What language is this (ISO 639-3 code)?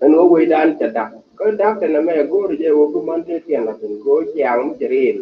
nus